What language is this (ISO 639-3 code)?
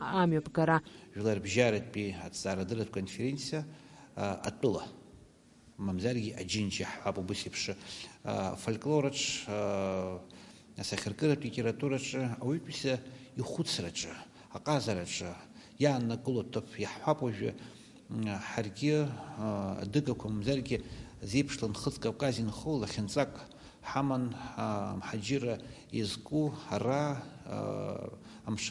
abk